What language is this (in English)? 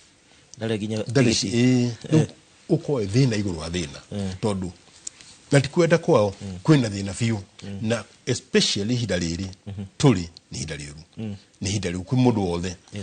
Kikuyu